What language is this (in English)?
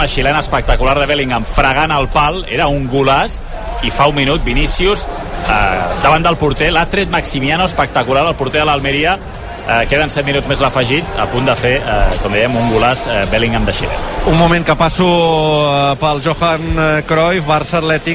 Catalan